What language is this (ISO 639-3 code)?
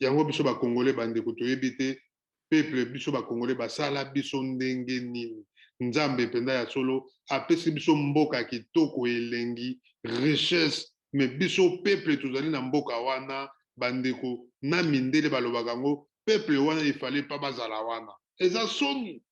lin